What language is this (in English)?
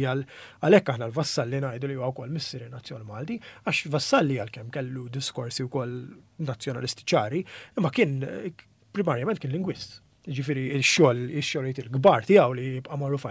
Maltese